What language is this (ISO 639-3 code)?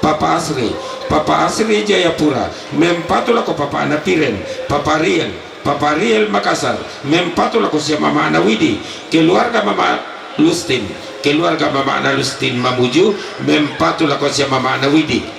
sda